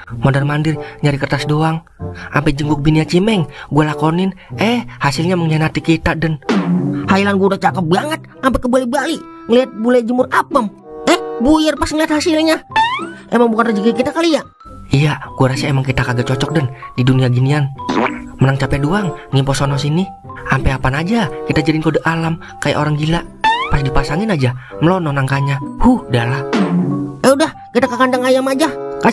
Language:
Betawi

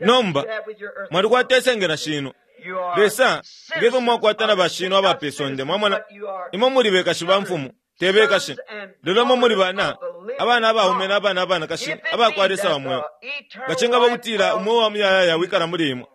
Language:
Bemba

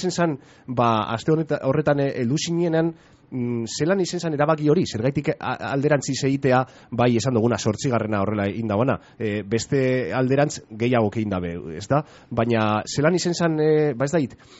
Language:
Basque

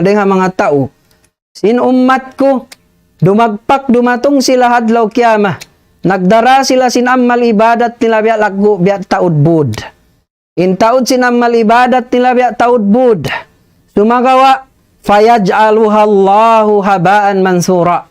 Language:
Tausug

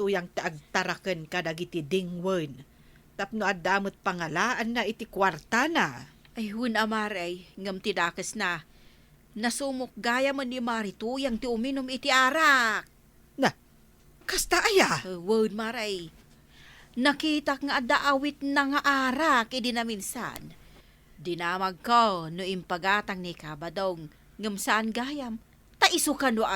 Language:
Iloko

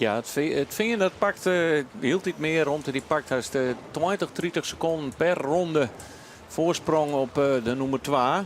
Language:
Western Frisian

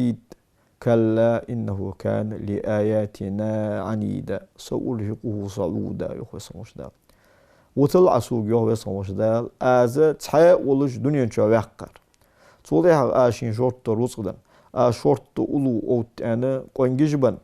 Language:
Ingush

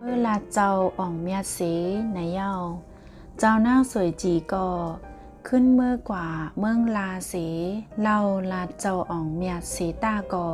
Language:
Shan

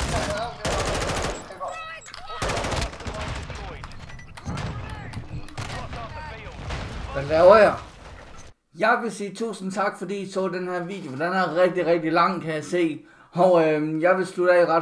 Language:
Danish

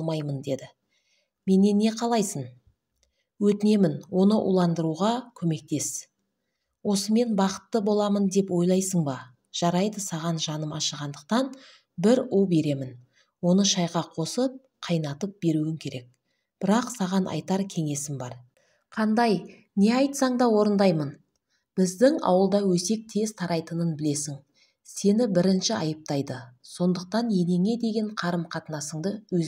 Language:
Kazakh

